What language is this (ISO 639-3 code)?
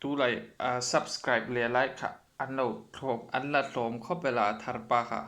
hmr